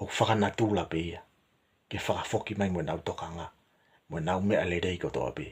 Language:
Tongan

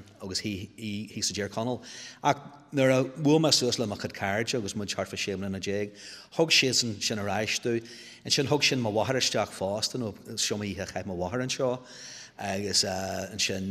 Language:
Irish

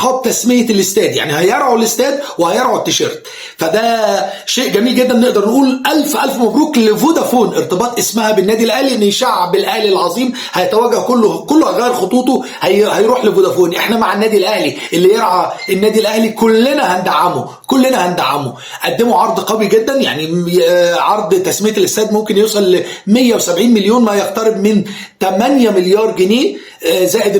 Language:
Egyptian Arabic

